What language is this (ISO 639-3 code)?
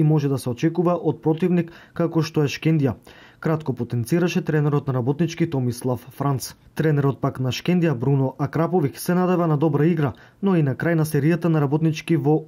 mkd